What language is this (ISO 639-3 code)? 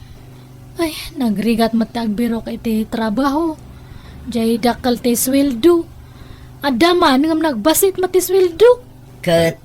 ilo